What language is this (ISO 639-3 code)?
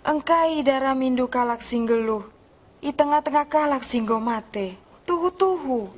btx